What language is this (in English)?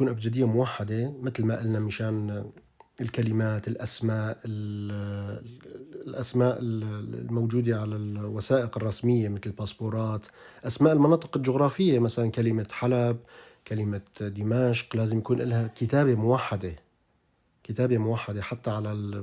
North Levantine Arabic